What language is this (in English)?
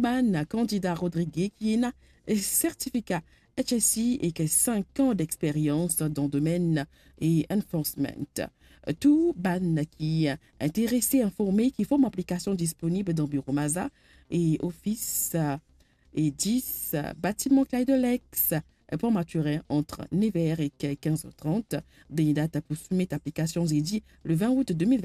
Morisyen